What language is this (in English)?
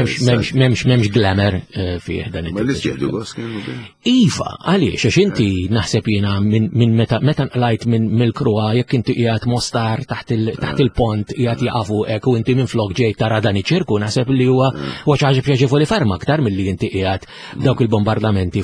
Maltese